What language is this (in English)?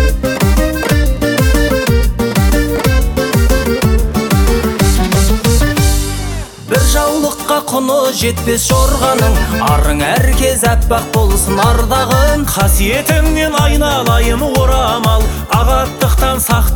Kazakh